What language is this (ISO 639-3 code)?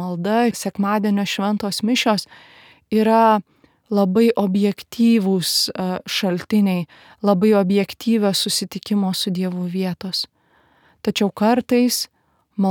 lit